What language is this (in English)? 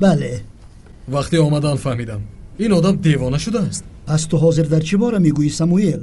Tajik